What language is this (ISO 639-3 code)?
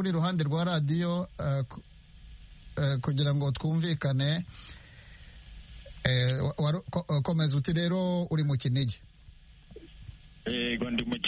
kin